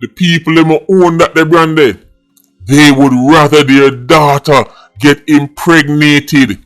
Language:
Jamaican Creole English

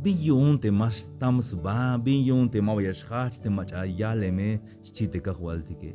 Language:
Tzeltal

